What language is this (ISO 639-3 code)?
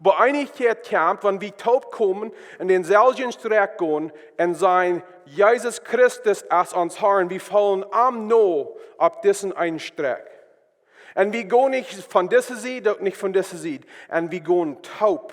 pdt